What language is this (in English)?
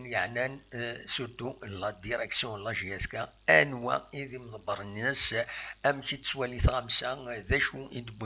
Kabyle